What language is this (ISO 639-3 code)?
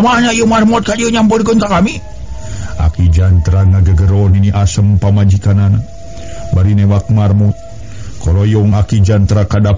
sun